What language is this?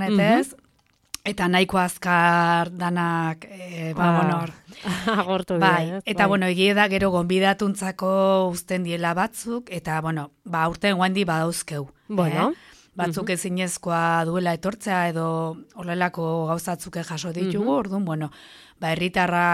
Basque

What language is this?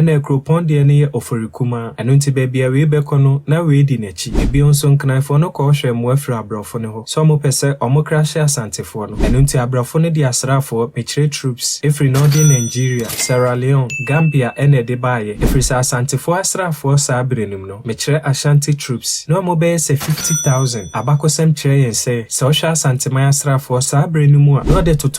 Akan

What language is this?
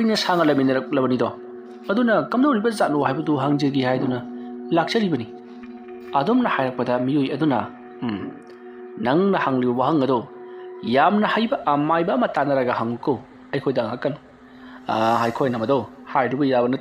Manipuri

